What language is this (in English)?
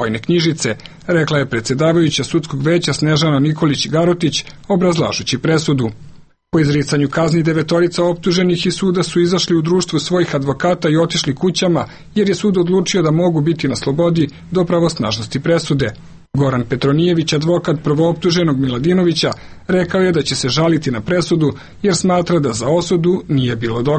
Serbian